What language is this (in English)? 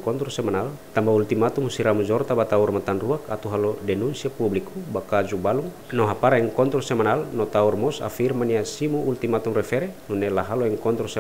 Tetum